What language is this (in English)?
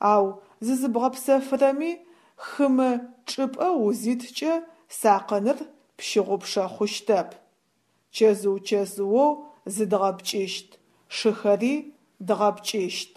Adyghe